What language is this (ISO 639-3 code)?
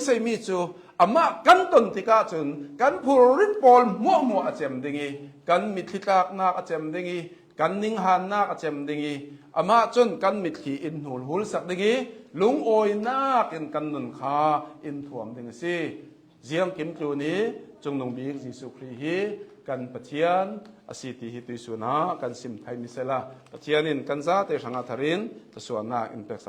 cnh